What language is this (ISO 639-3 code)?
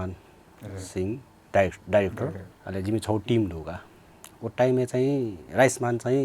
new